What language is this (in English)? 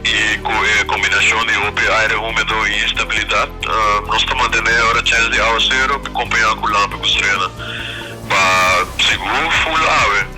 Papiamento